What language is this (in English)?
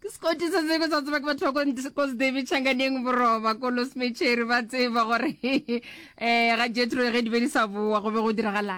Northern Sotho